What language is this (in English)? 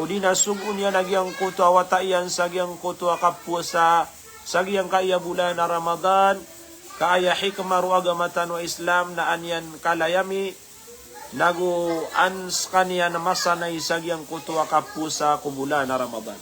Maranao